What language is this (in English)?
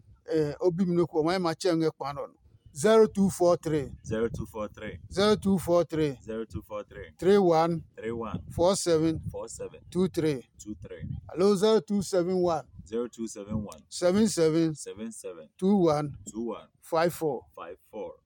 Adangme